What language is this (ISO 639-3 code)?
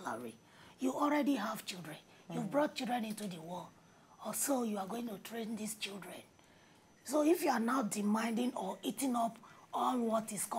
pcm